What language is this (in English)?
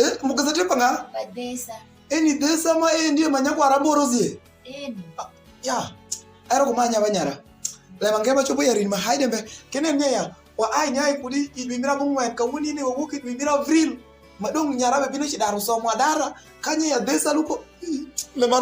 Alur